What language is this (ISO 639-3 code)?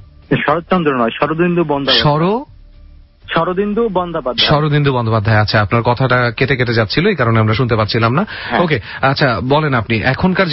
ben